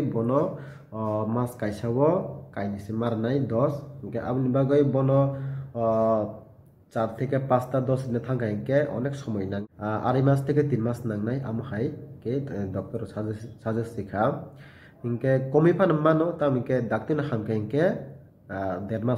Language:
Kok Borok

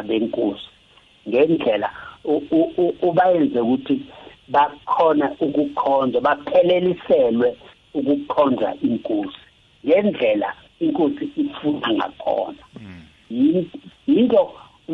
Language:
South Ndebele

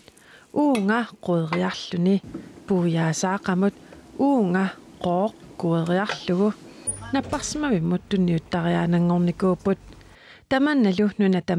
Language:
Kalaallisut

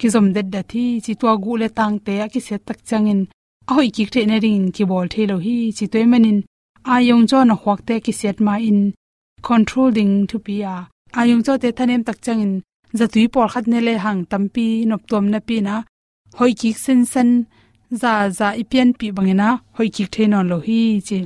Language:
Tedim Chin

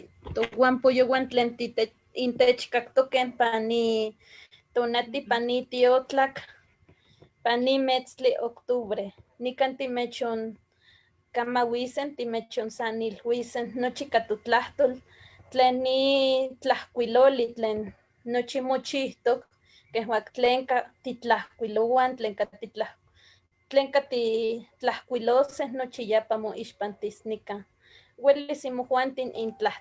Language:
Eastern Huasteca Nahuatl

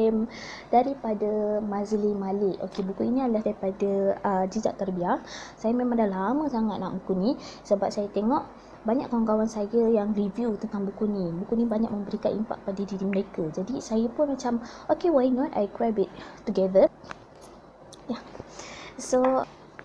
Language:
Malay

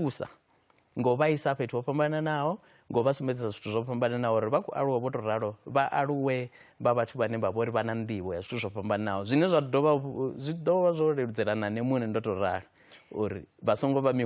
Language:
Venda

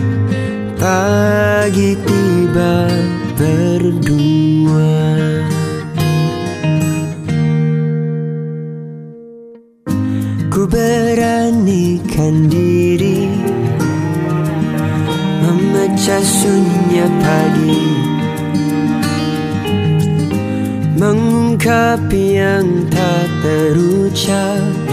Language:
Indonesian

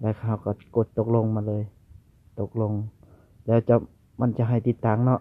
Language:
Lao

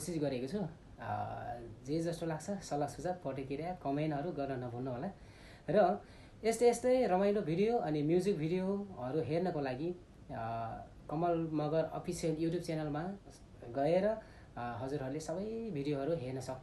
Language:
Nepali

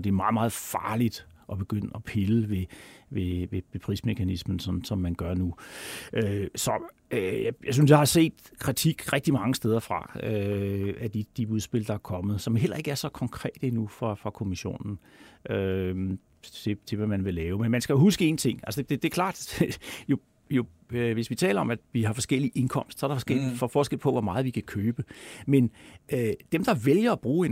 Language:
Danish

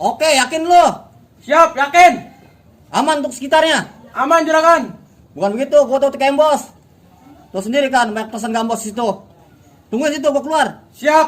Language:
Betawi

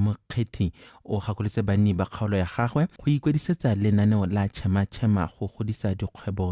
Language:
Tswana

